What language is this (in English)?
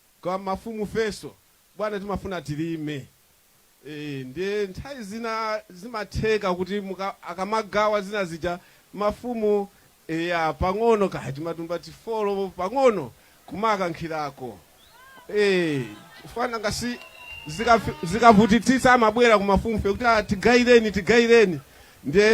Nyanja